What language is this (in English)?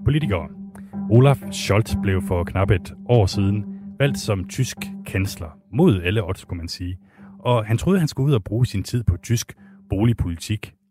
Danish